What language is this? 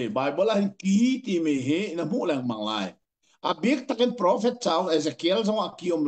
Hakha Chin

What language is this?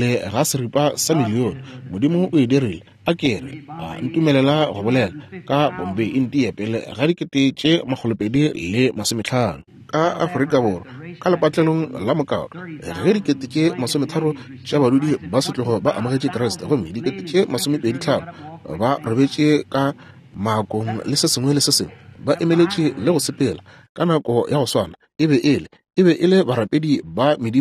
Northern Sotho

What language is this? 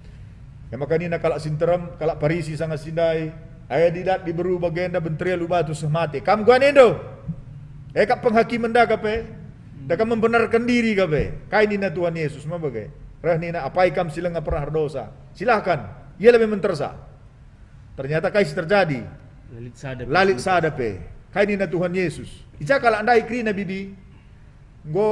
Batak Karo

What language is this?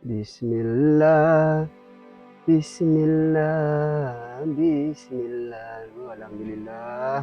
Madurese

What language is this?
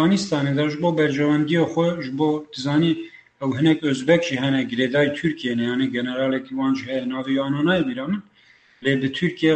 Kurdish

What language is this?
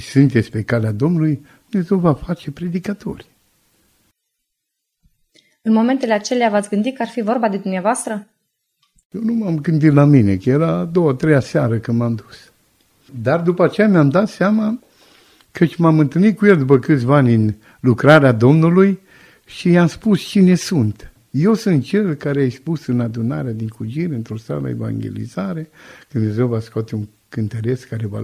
Romanian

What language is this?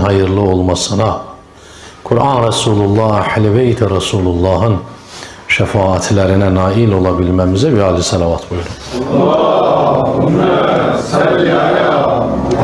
Turkish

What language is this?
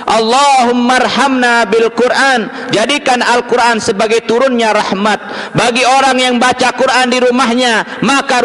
Sasak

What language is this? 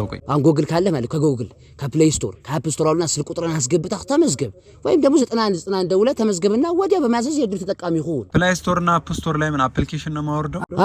Amharic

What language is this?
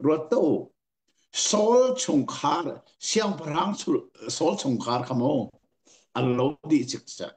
Hakha Chin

